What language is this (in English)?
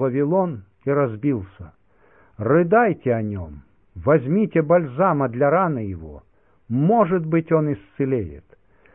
Russian